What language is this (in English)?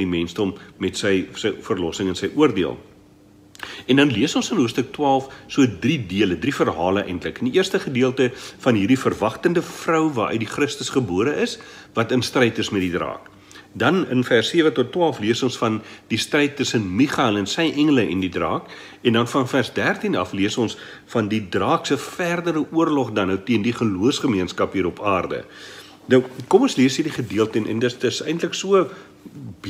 Afrikaans